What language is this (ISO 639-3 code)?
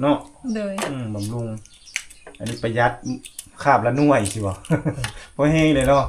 lao